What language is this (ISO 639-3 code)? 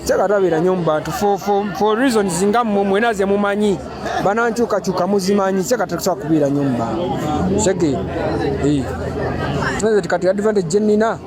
lug